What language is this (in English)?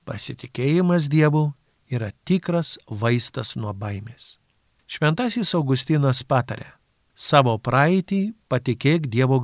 Lithuanian